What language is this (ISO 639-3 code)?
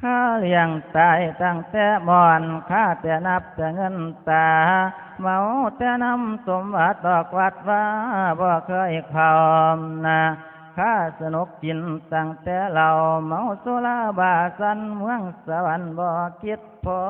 tts